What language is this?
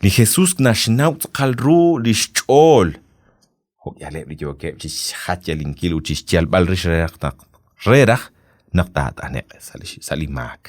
Kekchí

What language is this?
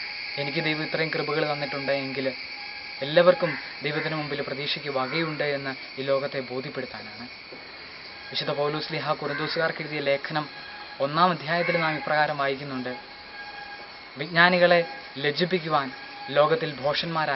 Malayalam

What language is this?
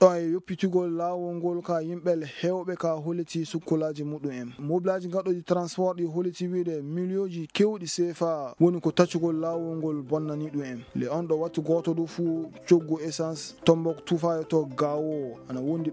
Fula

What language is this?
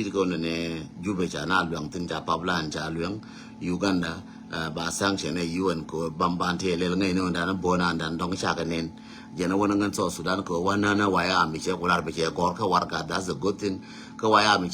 Nuer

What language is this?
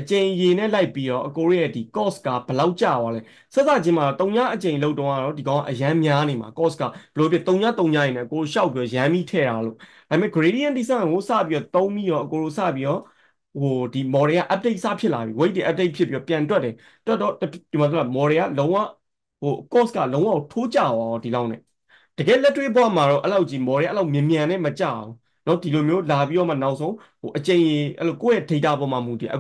Burmese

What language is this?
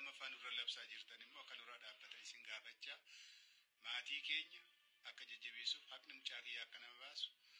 Oromo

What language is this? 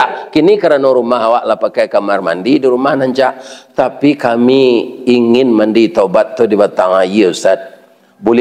Minangkabau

